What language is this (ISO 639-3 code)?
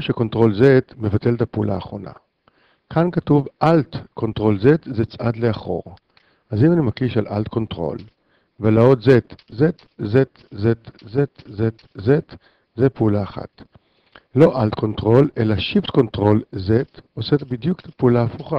heb